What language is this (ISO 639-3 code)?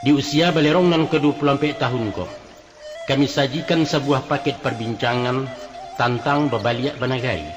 min